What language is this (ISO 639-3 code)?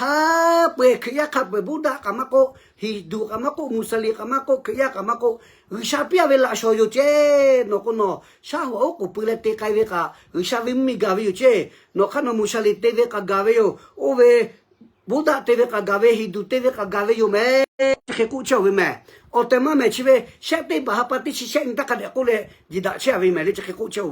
lhu